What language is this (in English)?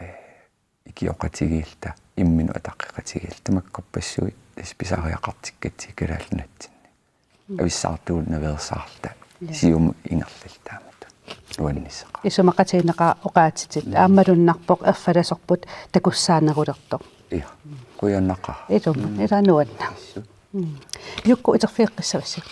Kalaallisut